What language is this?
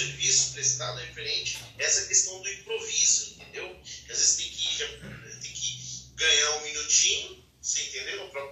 Portuguese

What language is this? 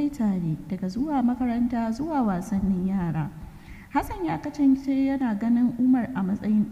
Hausa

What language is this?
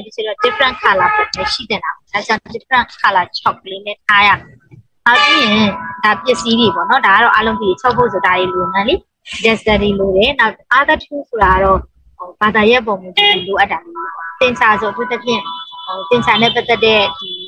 Burmese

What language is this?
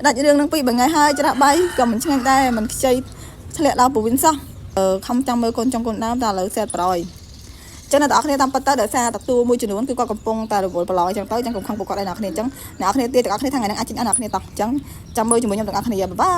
Khmer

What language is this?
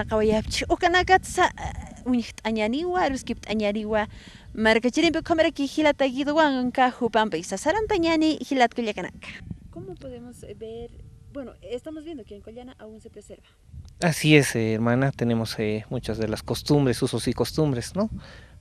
Aymara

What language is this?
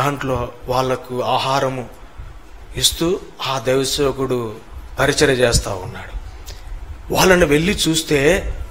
Telugu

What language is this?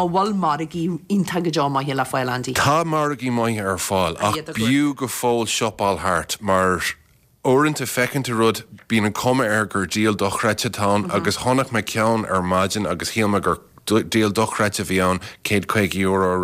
Irish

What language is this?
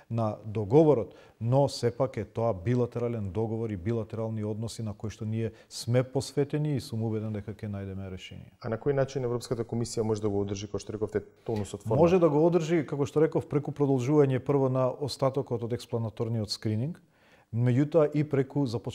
Macedonian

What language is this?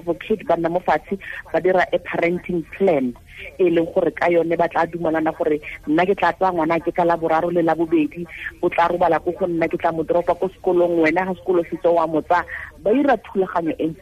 Tswana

